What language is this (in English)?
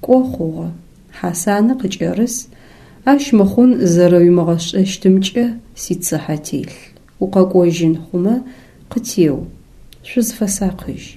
Adyghe